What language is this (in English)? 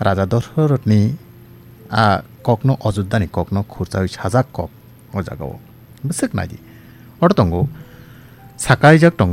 Kok Borok